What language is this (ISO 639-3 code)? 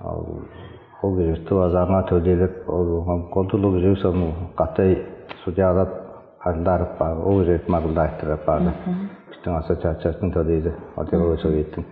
tyv